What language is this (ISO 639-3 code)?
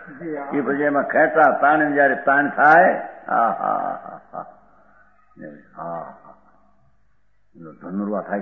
guj